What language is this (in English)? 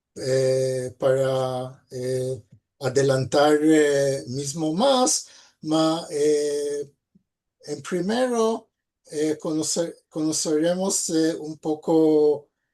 Ladino